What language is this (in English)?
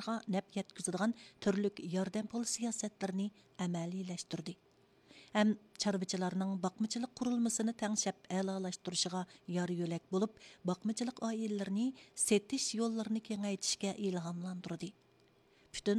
Uyghur